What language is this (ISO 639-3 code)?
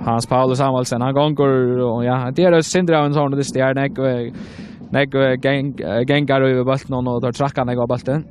fao